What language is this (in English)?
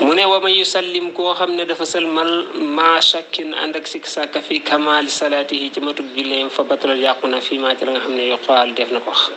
Wolof